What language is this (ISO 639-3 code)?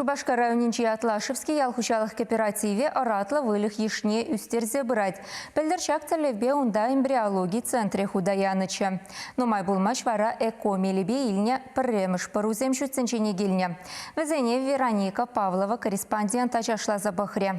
chv